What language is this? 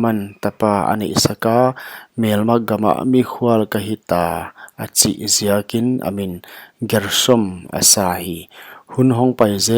Paite Chin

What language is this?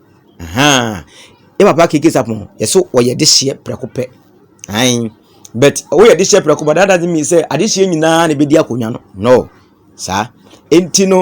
Akan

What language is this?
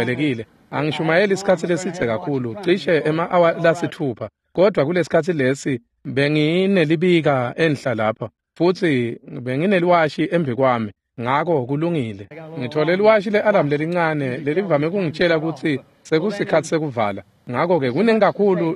Swati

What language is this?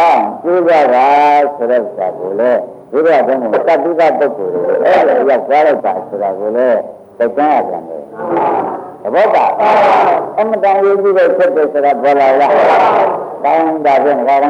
Burmese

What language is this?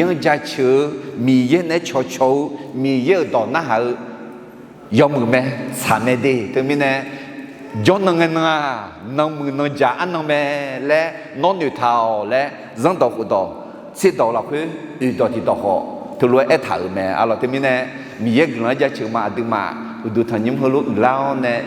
Akha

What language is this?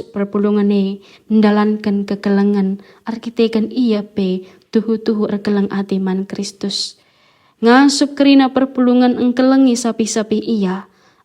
Batak Karo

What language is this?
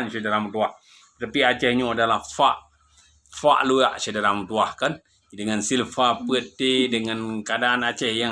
Achinese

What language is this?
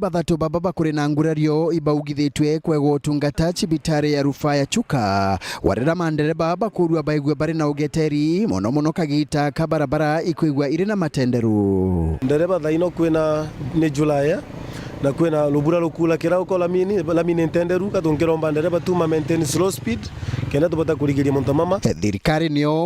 Meru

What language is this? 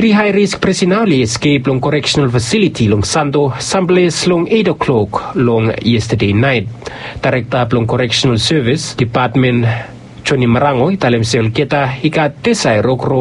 Bislama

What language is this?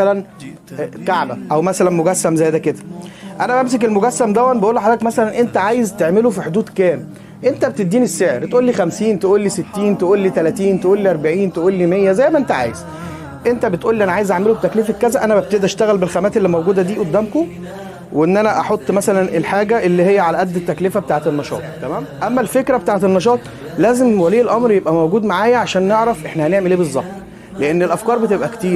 Egyptian Arabic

